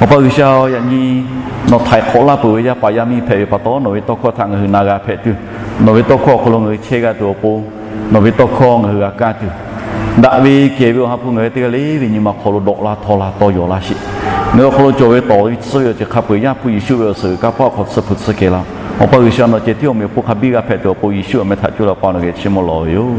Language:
Lahu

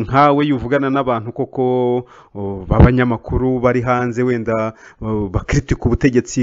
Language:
Kinyarwanda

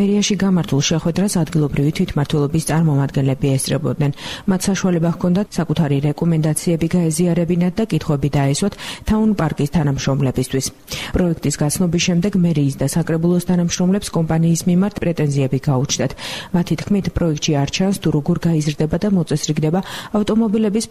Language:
Georgian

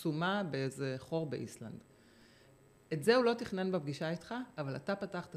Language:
Hebrew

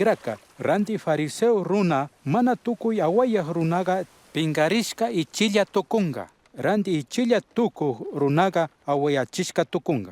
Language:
Chimborazo Highland Quichua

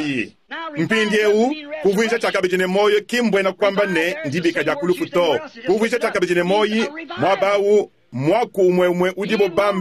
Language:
Luba-Lulua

